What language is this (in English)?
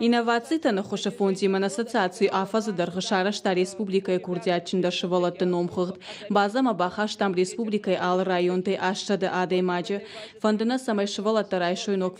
Ossetic